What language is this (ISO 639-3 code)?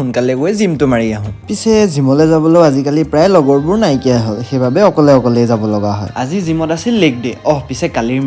asm